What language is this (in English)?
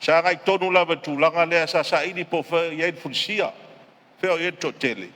Samoan